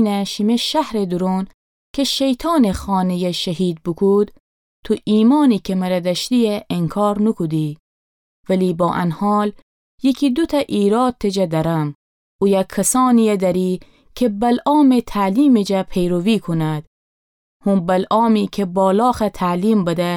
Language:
Gilaki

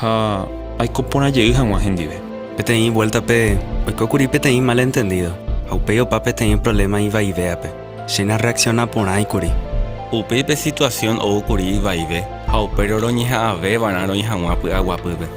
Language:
Guarani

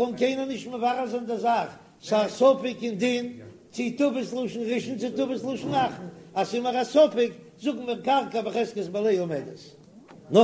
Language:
Yiddish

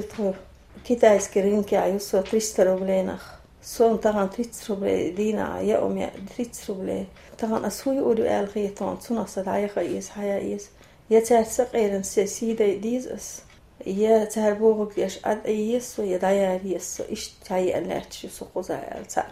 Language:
Chechen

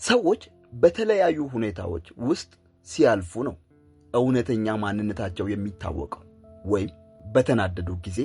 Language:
Amharic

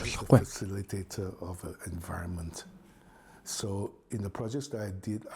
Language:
Mongolian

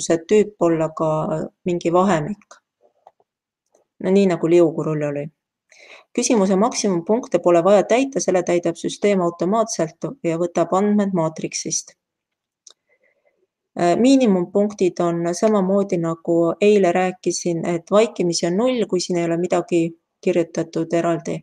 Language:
Estonian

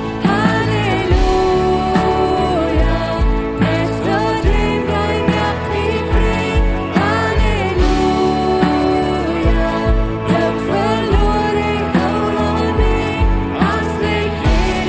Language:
Plautdietsch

